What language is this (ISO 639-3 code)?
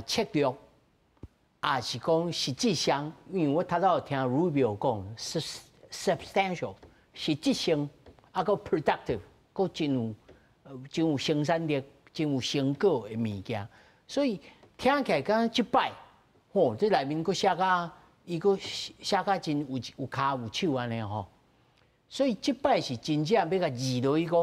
nan